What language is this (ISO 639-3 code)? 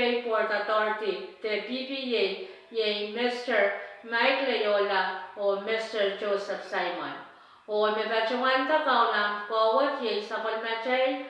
pon